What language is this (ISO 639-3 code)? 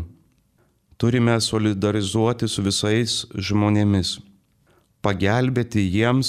lit